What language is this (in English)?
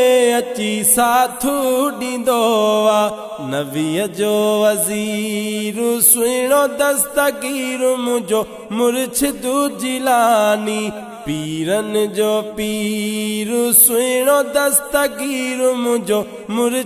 Sindhi